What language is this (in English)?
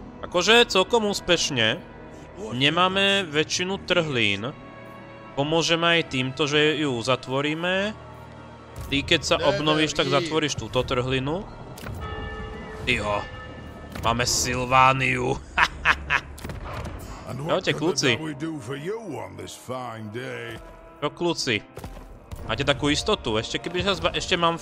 Slovak